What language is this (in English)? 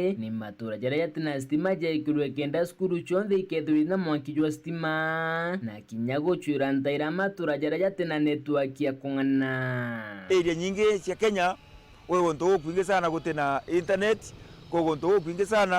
Meru